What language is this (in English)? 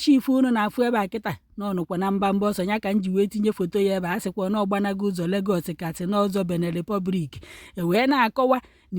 Igbo